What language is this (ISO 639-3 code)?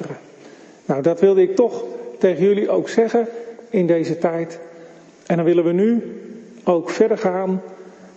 nld